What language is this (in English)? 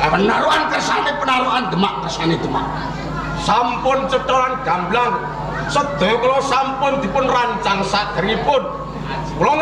Javanese